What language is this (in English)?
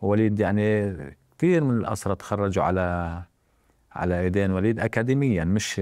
North Levantine Arabic